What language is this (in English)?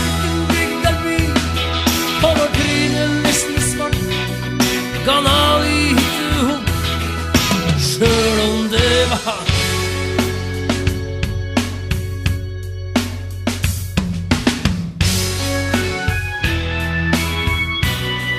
Norwegian